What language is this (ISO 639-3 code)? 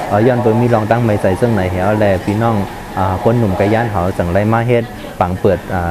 shn